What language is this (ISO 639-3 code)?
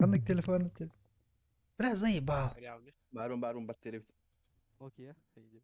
sah